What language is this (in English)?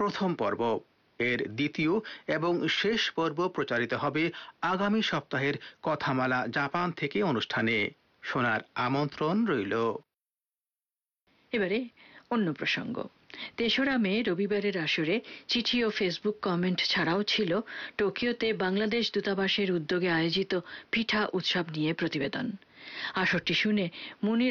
Bangla